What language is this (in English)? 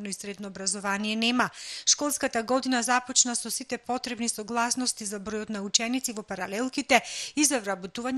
Macedonian